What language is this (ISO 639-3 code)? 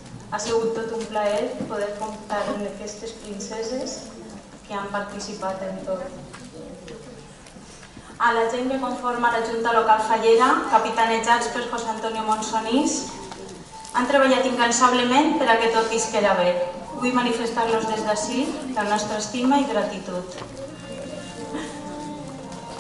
cat